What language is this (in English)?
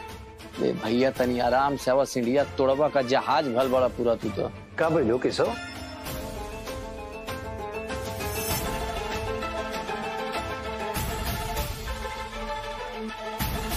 Bhojpuri